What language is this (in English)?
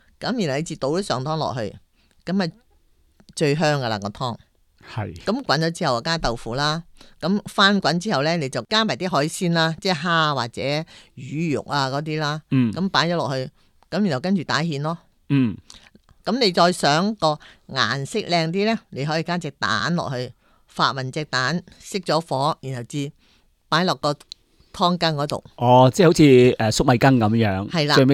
Cantonese